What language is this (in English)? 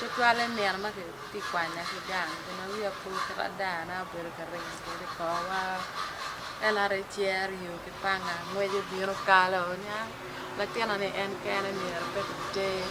Acoli